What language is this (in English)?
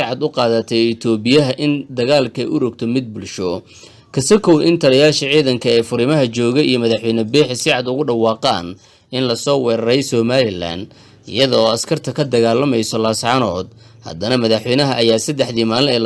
Somali